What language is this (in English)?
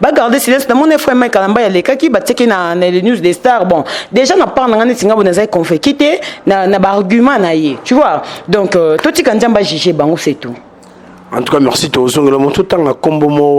Lingala